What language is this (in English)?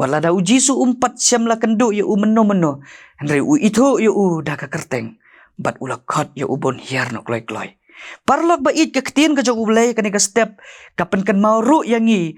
Khasi